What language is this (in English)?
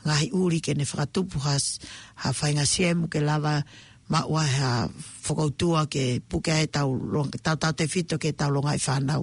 Tongan